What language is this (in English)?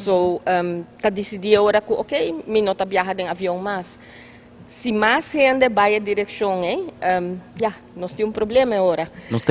Papiamento